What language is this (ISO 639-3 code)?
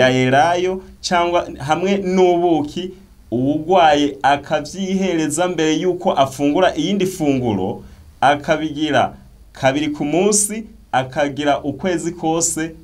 run